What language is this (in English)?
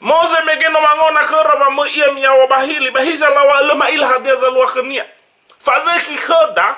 Nias